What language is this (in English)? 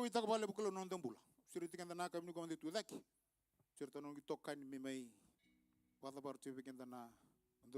Fijian